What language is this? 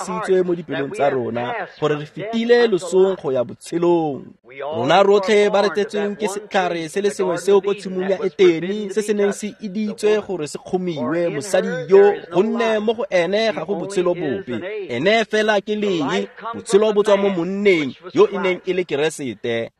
Tswana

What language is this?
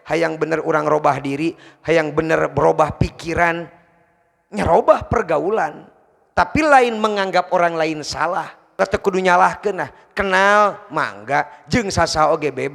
Sundanese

